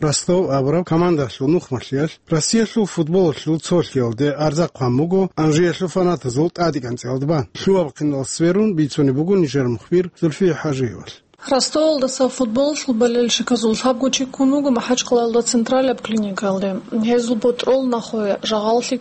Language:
Avaric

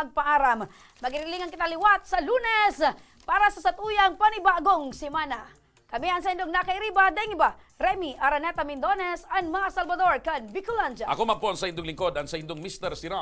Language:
Bikol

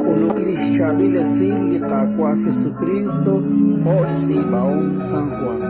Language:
Kekchí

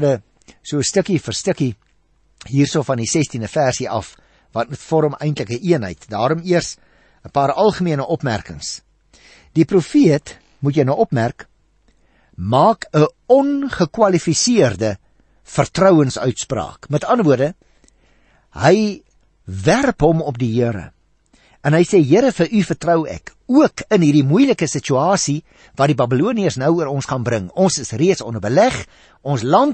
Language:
Afrikaans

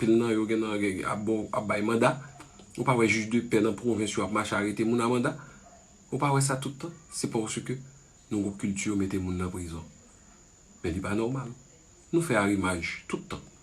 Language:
Haitian Creole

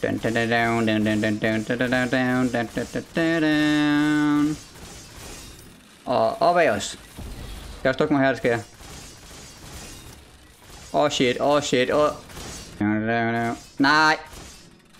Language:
Danish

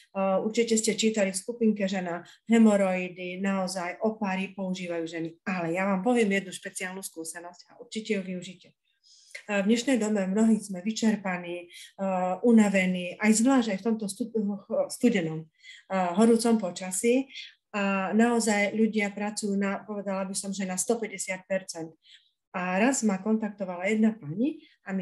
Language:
Slovak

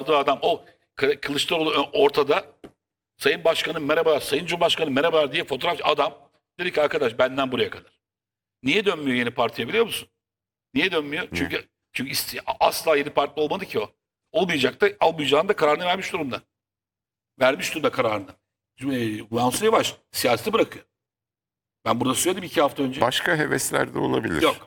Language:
Turkish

